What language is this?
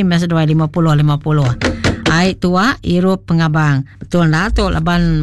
Iban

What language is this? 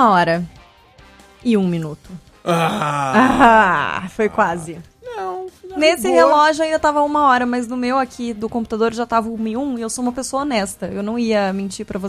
Portuguese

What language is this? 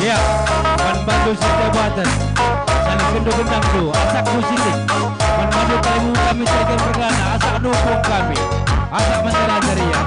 Batak Karo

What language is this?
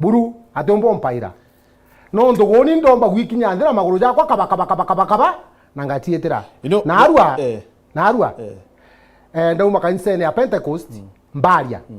Meru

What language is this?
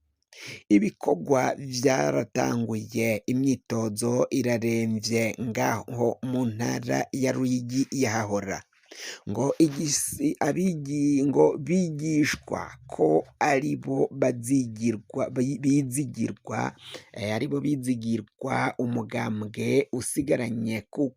Rundi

